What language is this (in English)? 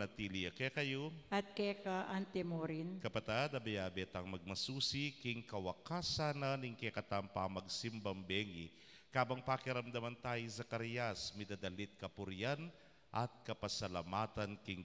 Pampanga